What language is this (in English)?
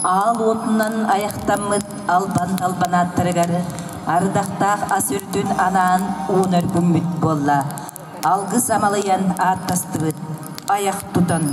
Yakut